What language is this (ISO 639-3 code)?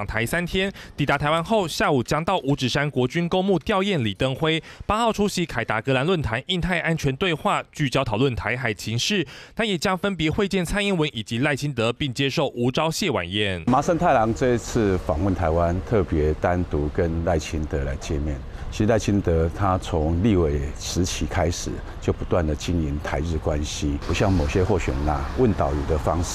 zho